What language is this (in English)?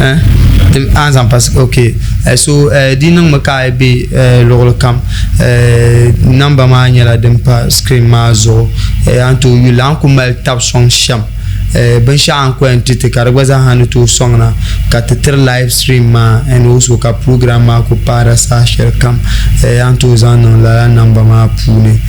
Dagbani